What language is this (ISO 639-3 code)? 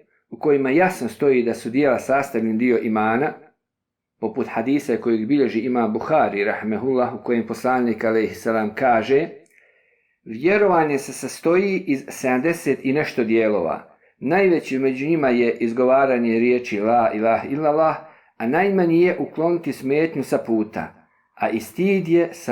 bos